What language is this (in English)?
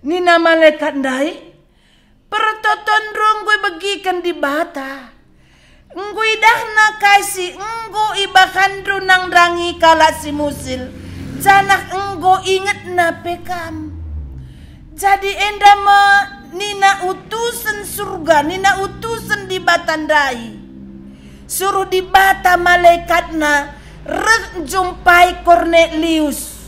Batak Karo